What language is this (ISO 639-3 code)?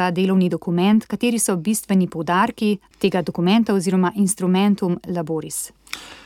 slv